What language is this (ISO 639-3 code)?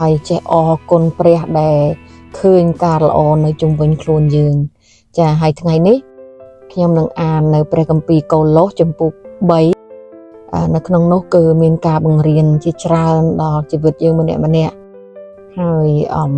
khm